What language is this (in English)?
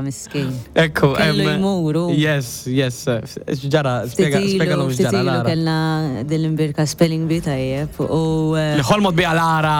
Maltese